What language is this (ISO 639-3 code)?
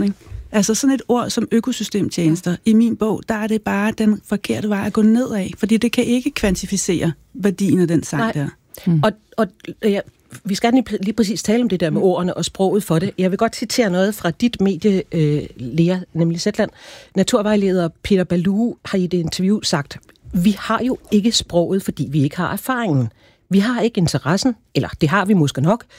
dan